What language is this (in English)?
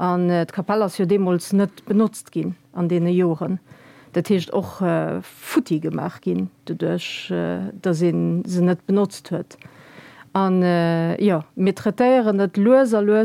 Luxembourgish